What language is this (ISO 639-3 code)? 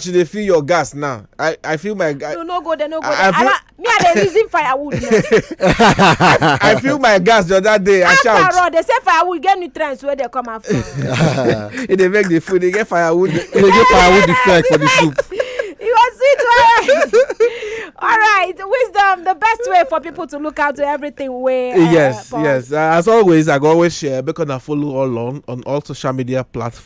pcm